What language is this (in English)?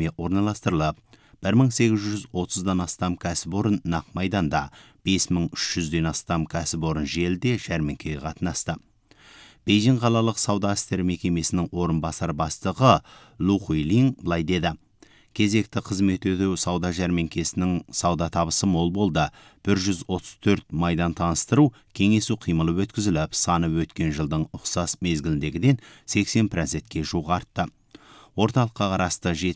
Kazakh